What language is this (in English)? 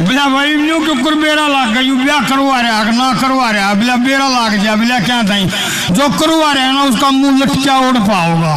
Haryanvi